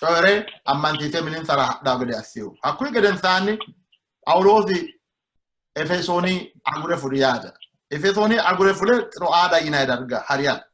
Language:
Sidamo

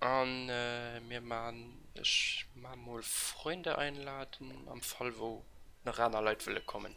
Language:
Luxembourgish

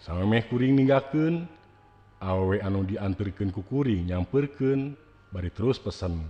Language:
Sundanese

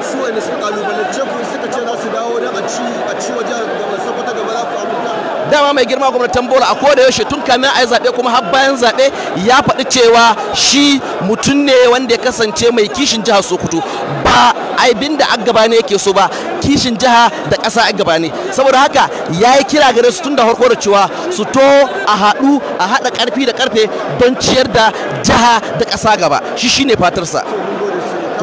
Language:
Hausa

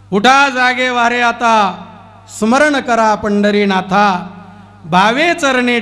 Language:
Marathi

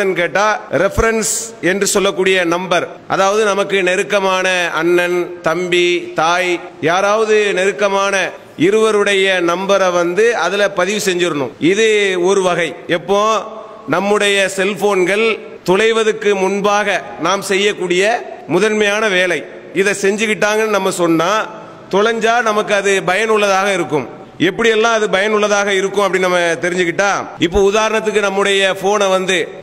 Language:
Tamil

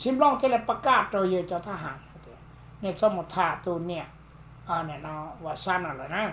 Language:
Hmong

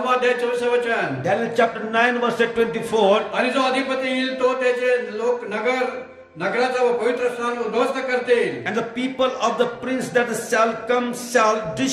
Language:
Marathi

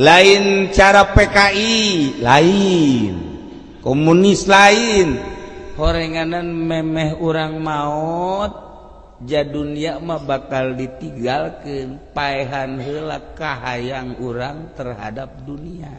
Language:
Sundanese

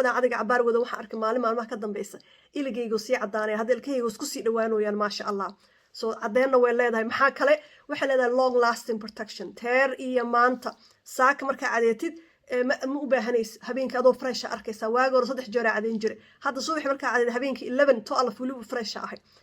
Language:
Somali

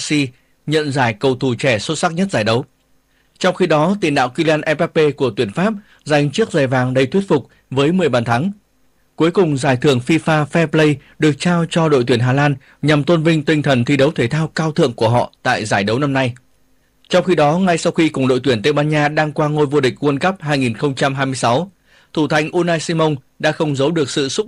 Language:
Vietnamese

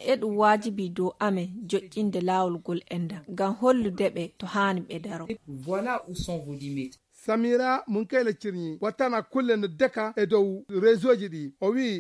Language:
Fula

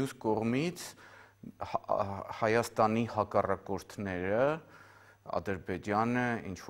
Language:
Armenian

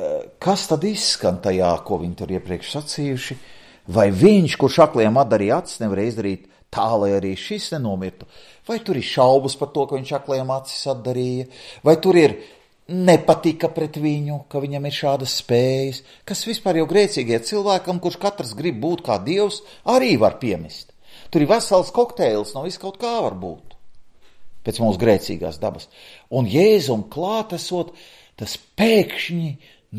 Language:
Latvian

